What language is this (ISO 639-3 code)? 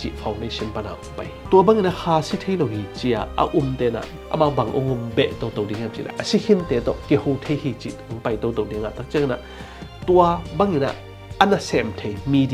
ctd